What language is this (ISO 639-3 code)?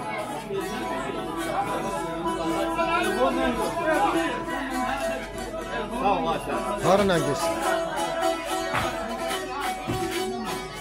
aze